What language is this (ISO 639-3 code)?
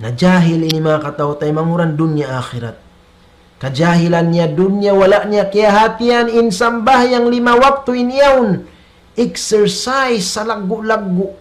tsg